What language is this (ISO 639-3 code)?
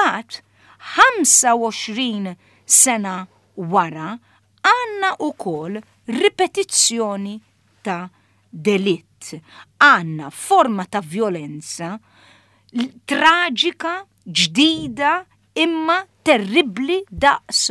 mlt